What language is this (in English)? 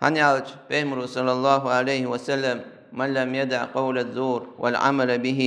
Ingush